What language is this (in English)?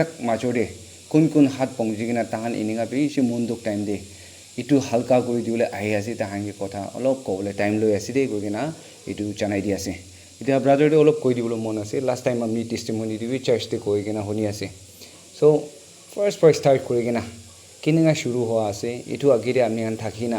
Naga Pidgin